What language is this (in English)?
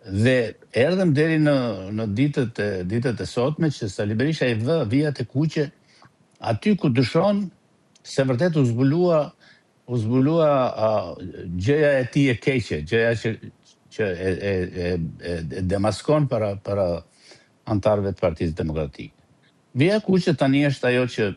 Albanian